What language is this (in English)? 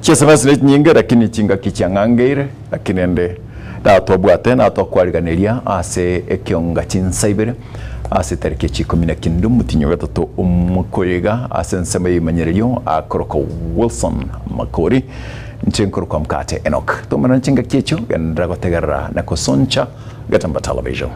Gusii